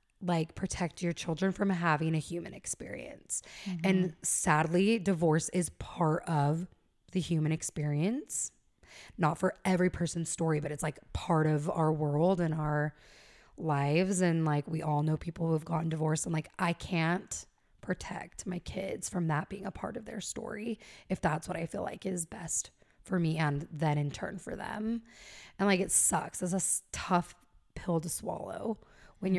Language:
English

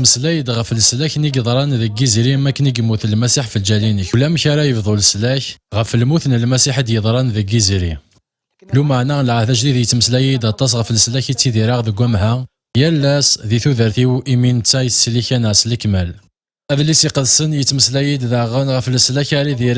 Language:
Kabyle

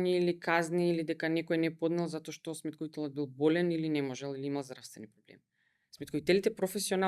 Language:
Macedonian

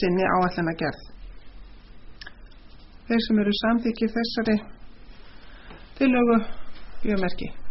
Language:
Icelandic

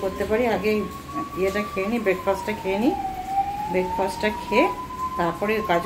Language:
Bangla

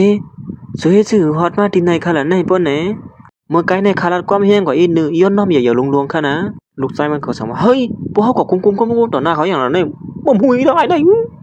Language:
Shan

